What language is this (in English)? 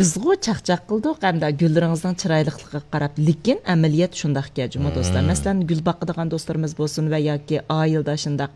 Uyghur